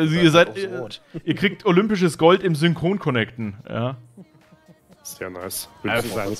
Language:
German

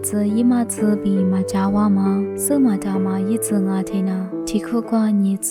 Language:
Lisu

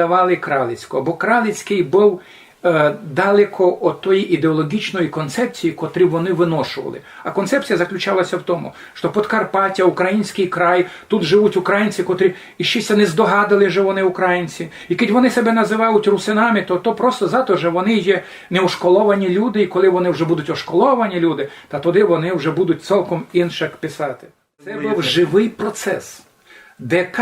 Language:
Rusyn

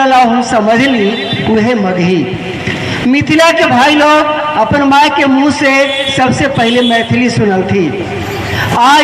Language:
Magahi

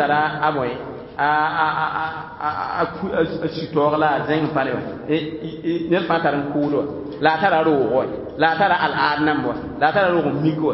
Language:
Mossi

